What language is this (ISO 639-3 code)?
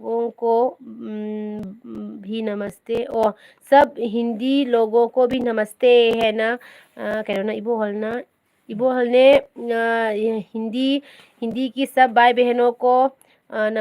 mni